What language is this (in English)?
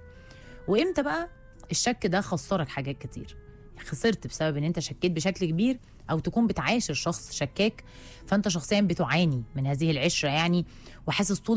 Egyptian Arabic